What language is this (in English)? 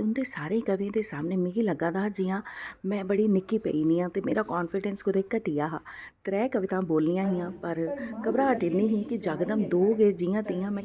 Dogri